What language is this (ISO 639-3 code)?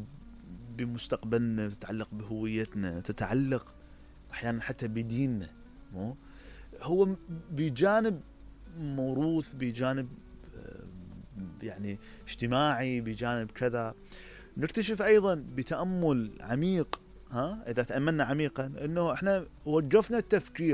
acm